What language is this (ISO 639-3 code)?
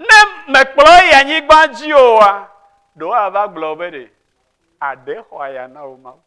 ewe